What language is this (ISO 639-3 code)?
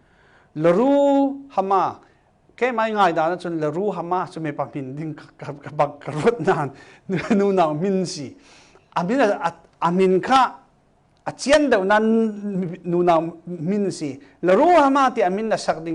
cfm